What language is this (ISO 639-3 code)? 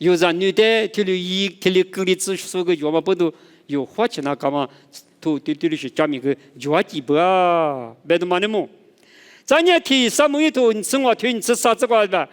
lis